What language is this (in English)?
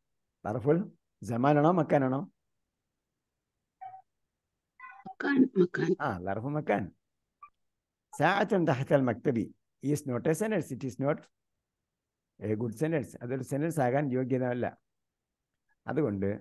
Malayalam